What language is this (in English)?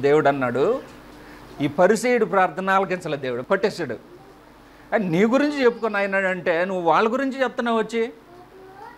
Telugu